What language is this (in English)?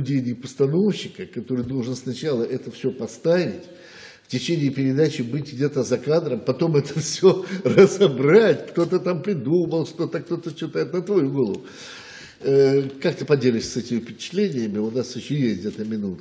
Russian